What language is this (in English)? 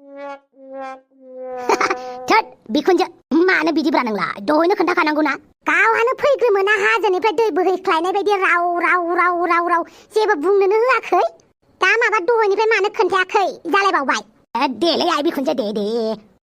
Bodo